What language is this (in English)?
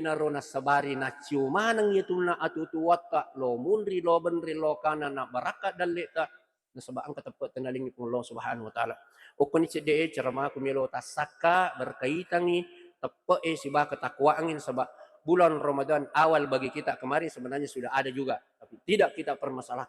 Buginese